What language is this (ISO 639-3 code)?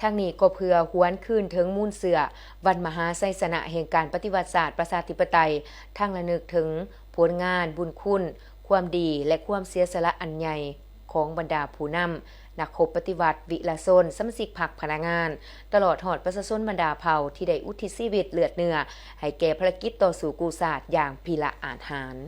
lao